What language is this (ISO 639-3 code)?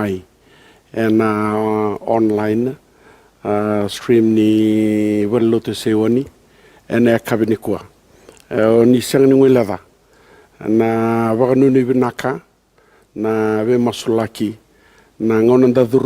fij